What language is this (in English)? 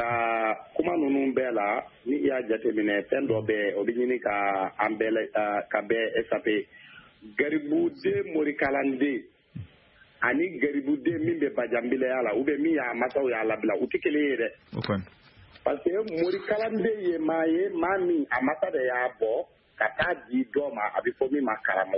Bambara